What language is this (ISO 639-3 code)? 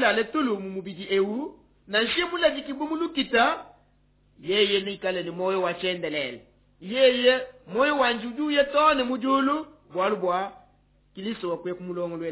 lua